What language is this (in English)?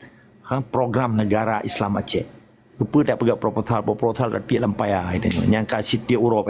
Achinese